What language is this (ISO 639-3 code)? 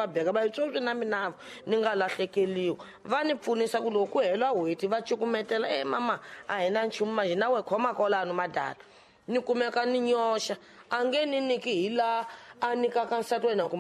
tso